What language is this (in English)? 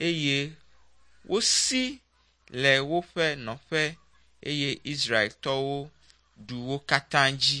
Ewe